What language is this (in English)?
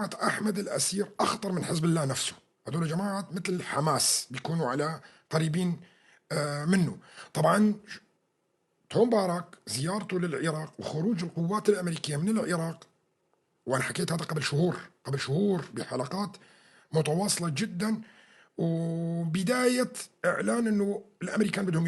North Levantine Arabic